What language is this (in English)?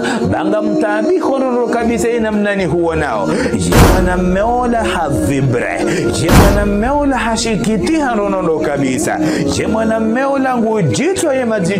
Ngazidja Comorian